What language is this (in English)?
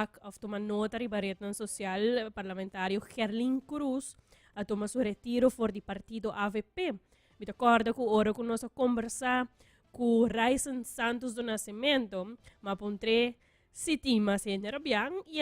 Papiamento